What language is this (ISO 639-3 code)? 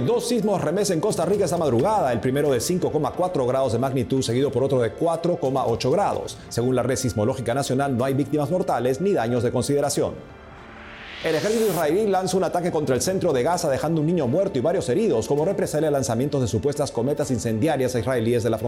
spa